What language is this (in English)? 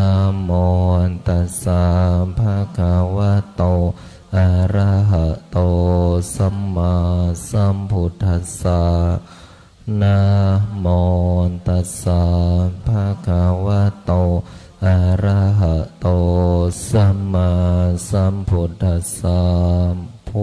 Pali